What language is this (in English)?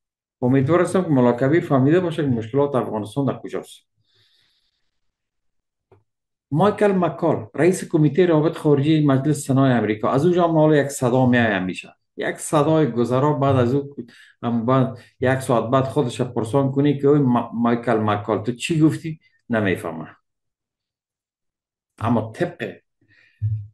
Persian